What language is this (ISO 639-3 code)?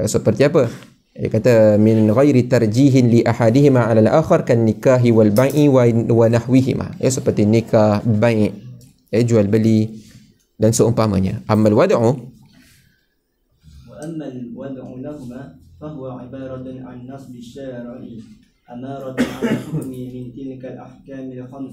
msa